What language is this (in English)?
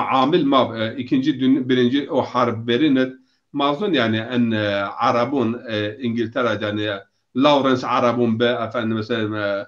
Zaza